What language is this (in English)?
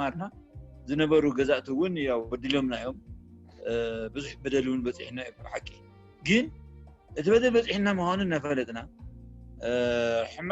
Tigrinya